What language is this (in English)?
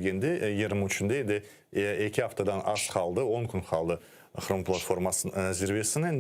Crimean Tatar